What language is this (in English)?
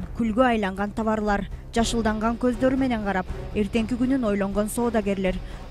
Kyrgyz